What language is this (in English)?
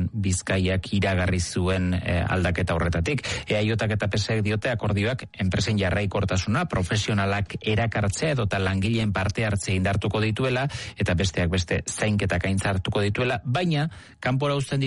Basque